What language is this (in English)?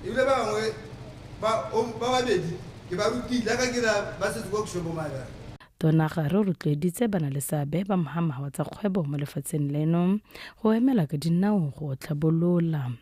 Tswana